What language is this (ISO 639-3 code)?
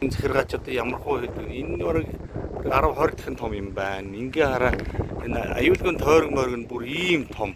mon